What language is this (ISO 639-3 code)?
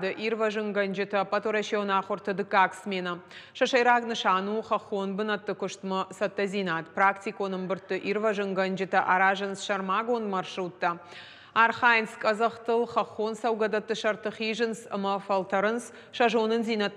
oss